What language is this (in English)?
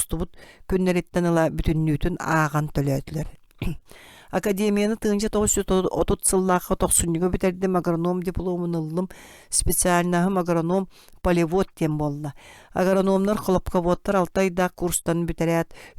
Yakut